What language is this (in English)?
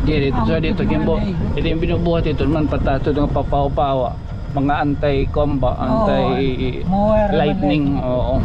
Waray